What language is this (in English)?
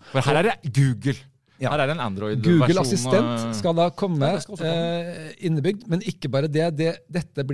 Norwegian